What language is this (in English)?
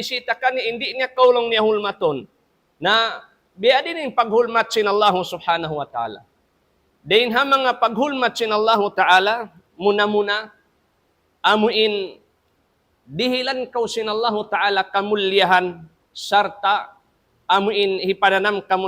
Tausug